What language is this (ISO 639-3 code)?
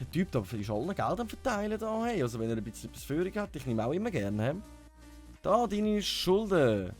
gsw